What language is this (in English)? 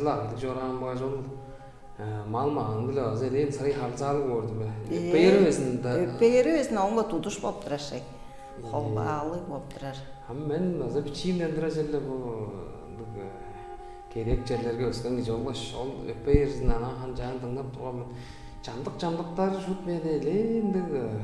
Tuvinian